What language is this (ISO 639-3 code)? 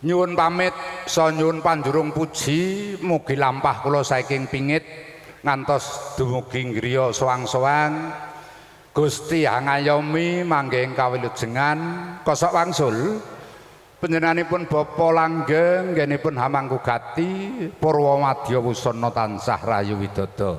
jav